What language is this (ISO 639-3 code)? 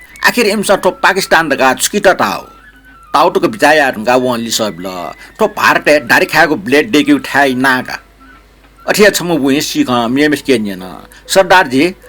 new